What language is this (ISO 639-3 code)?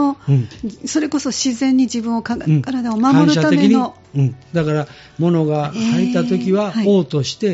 jpn